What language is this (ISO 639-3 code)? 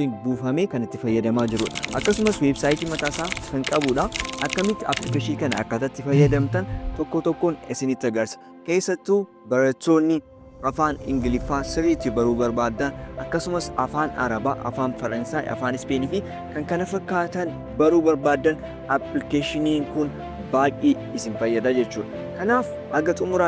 orm